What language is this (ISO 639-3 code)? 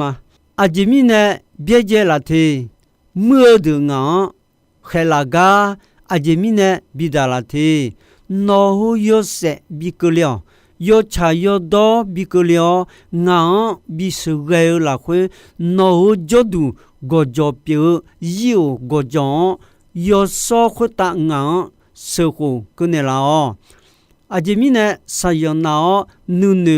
ahk